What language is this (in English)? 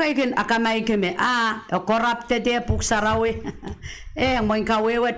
Pohnpeian